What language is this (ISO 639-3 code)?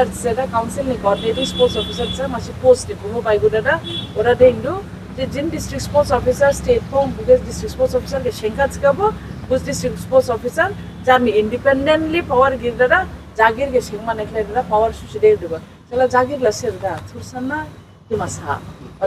dis